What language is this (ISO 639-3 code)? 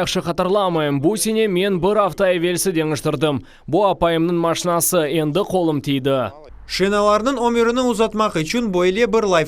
crh